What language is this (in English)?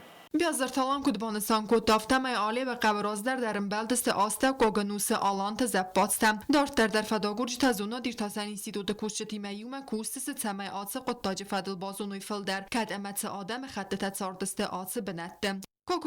Ossetic